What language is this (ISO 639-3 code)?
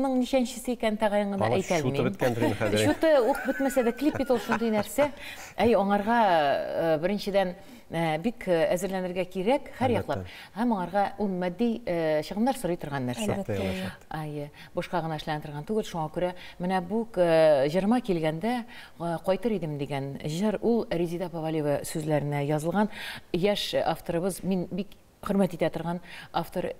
tat